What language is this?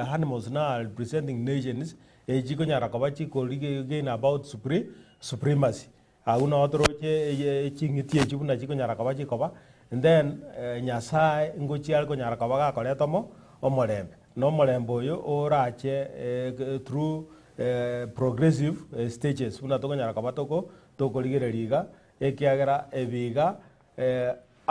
Gusii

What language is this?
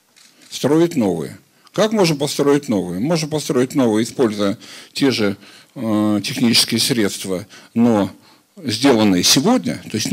Russian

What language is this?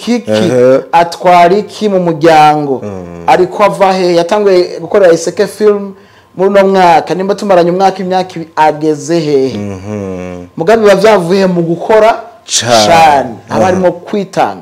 Rundi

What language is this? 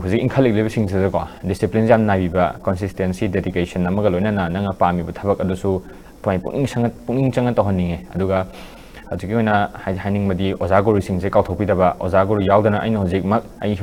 Manipuri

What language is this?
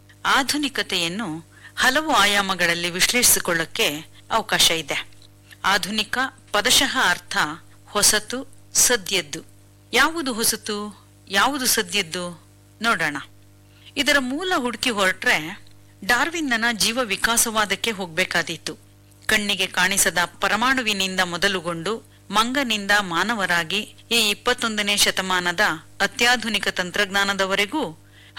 Kannada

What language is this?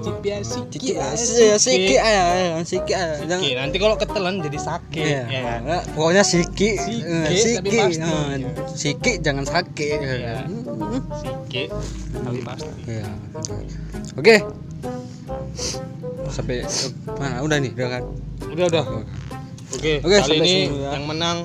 Indonesian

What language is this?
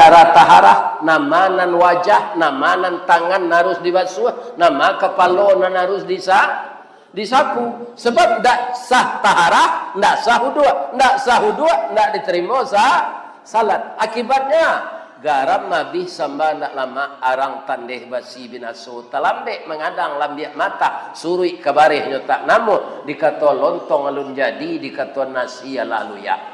Minangkabau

